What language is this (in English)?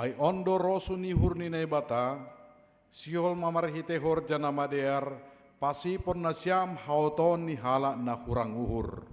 Batak Simalungun